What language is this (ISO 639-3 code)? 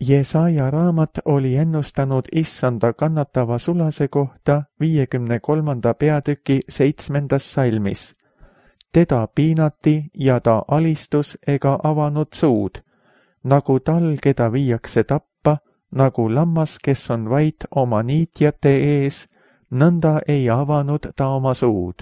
est